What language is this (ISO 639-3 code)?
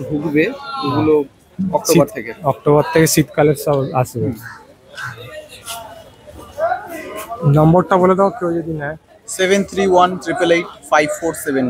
ben